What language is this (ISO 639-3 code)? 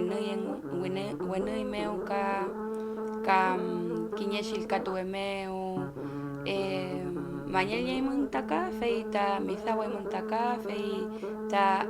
arn